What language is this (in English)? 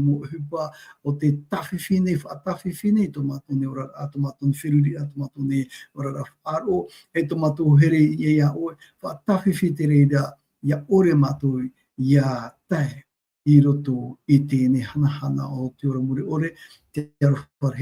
Tahitian